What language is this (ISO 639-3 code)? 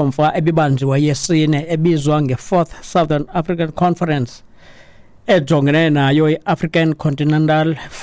xho